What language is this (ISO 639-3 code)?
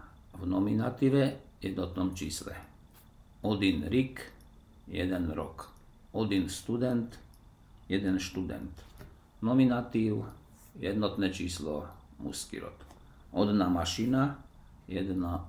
slk